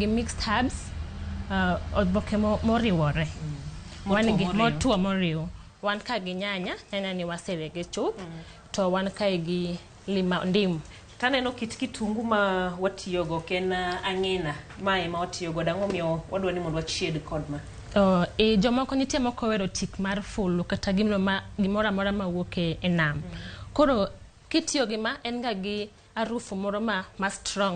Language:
Luo (Kenya and Tanzania)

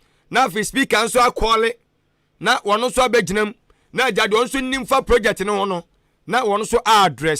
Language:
Akan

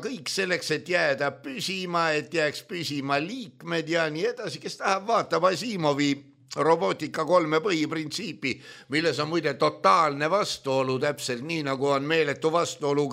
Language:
Estonian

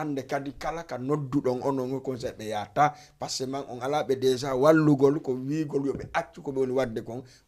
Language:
Fula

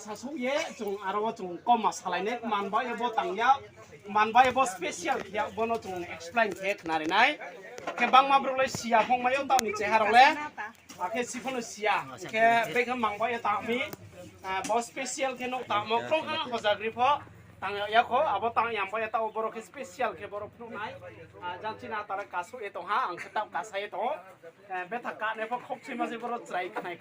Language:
Riang (India)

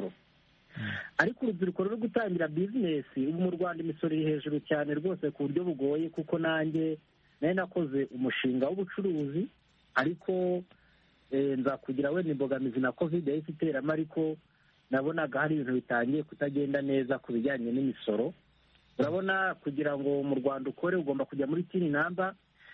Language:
Kinyarwanda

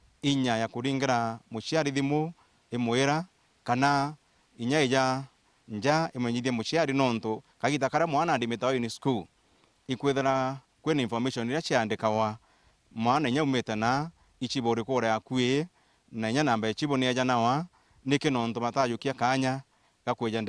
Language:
Meru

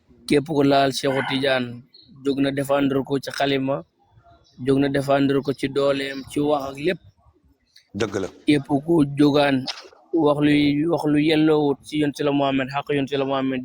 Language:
Wolof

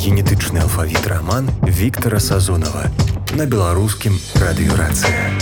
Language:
Belarusian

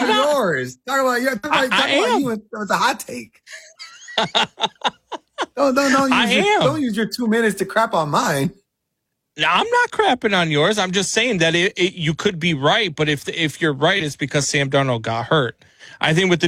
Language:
English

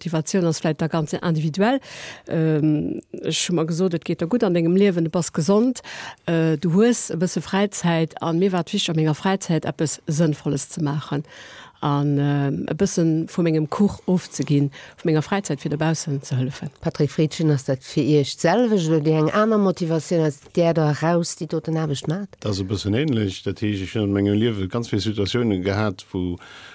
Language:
Luxembourgish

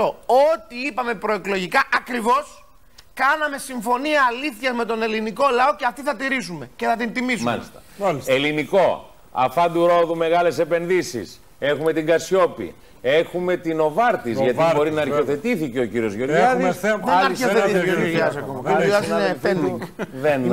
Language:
Greek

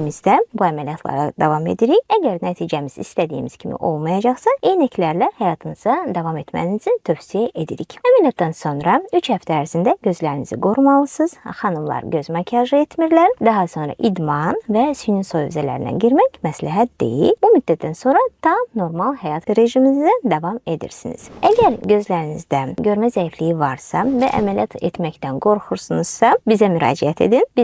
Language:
Azerbaijani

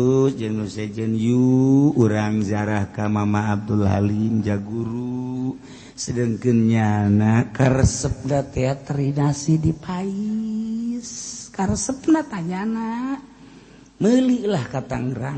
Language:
Sundanese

